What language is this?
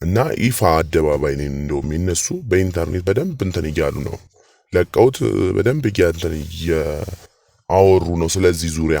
Amharic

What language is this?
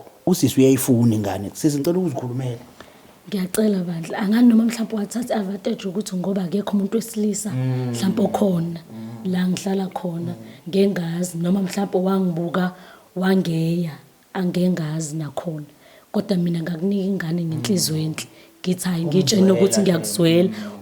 Zulu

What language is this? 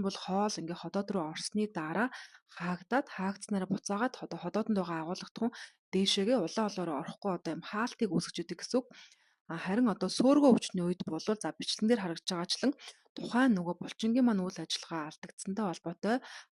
Mongolian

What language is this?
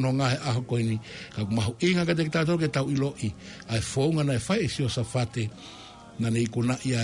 Tongan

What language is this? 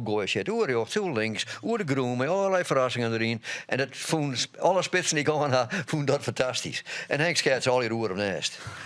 Western Frisian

